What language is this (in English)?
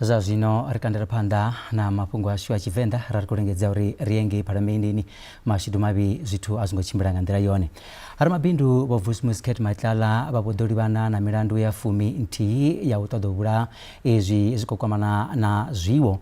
Venda